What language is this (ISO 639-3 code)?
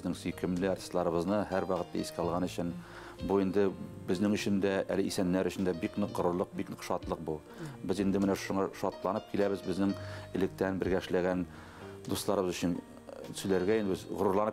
bak